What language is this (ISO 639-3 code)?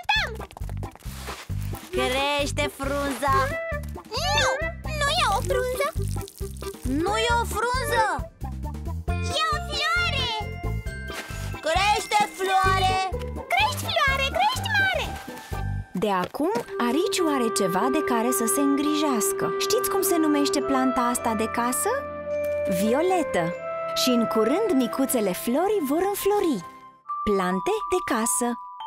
ron